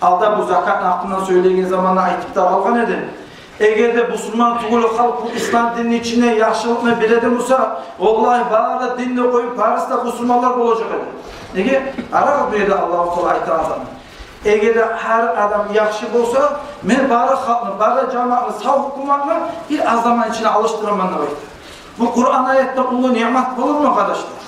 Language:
Kumyk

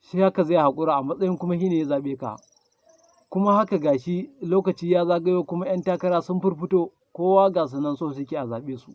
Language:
Hausa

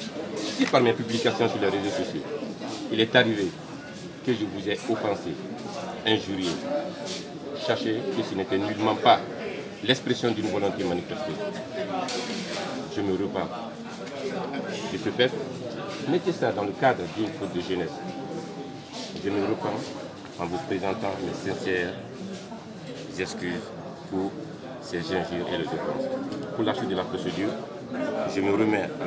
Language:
French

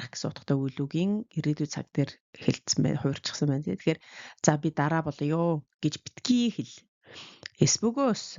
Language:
Mongolian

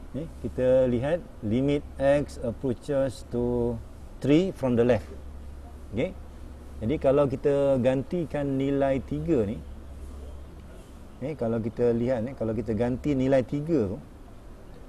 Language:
Malay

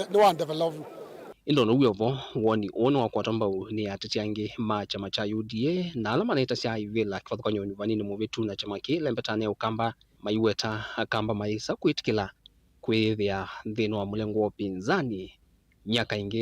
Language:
Kamba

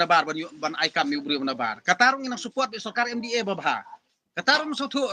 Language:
Khasi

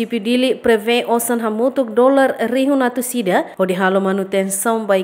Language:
Tetum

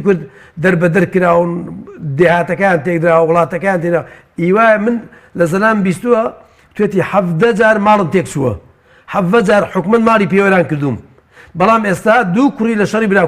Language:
Central Kurdish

